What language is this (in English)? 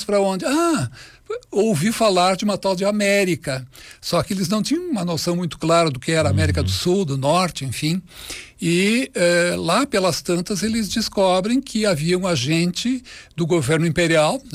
Portuguese